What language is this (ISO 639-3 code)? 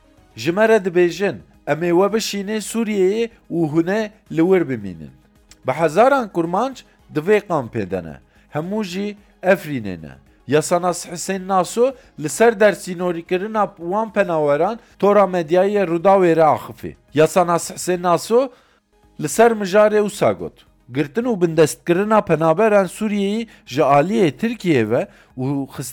kur